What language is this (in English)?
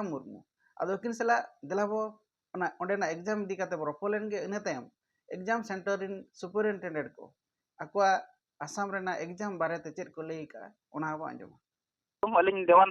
Santali